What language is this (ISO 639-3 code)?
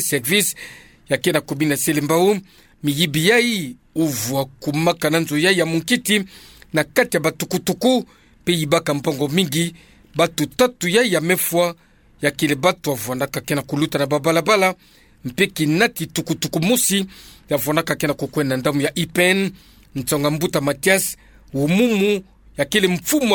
ktu